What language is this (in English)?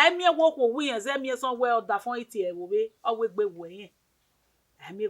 Bini